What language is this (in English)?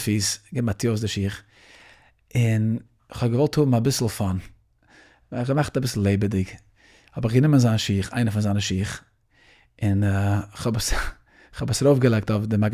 Yiddish